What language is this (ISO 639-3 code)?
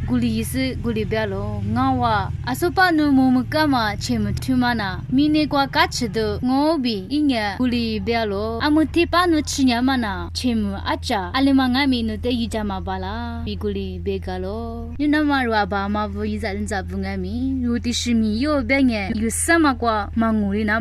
lis